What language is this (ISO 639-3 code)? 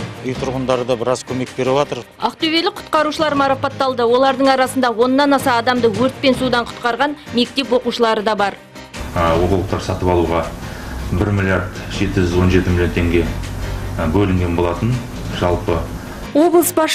kaz